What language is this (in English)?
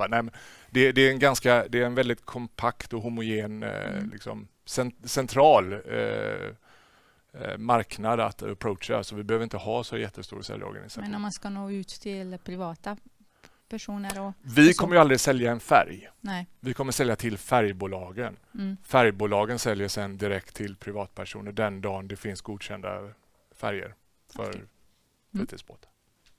Swedish